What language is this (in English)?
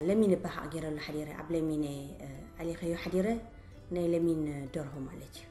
Tigrinya